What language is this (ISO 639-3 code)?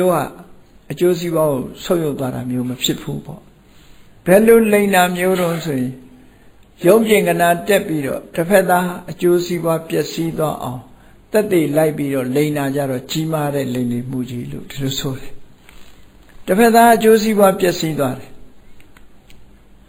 mya